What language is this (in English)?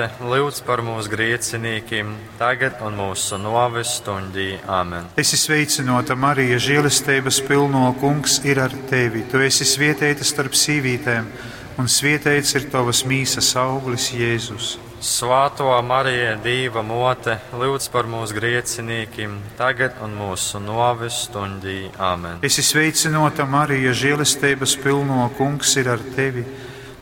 Latgalian